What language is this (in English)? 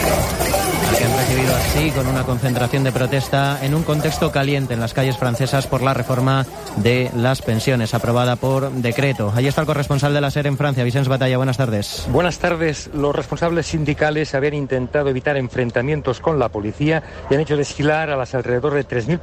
Spanish